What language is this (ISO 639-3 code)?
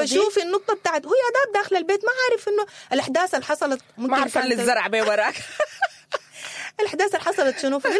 apd